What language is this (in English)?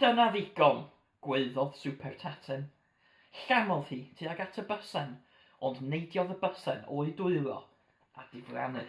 Welsh